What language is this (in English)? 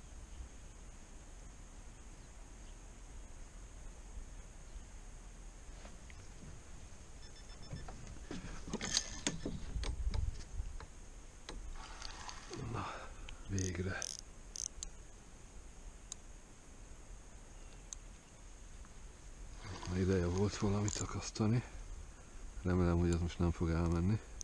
Hungarian